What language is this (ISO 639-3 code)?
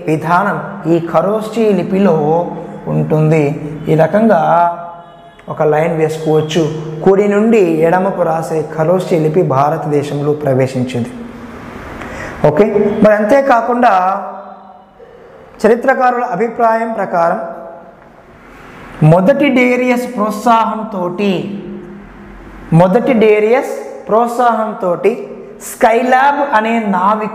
tel